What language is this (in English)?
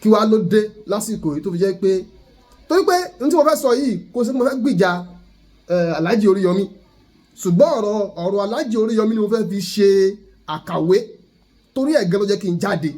Yoruba